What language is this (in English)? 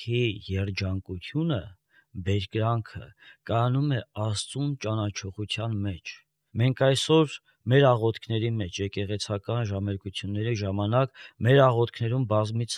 Armenian